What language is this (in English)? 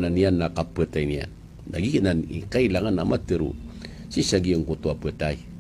Maranao